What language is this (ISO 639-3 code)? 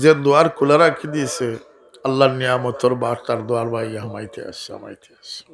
syl